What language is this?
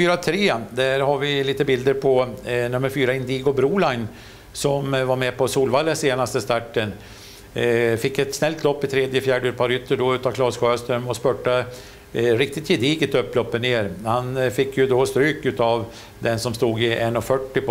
Swedish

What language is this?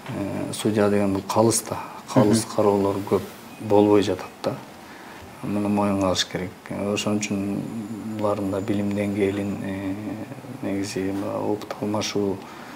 Kyrgyz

